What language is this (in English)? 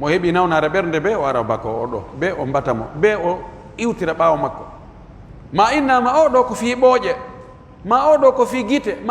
Pular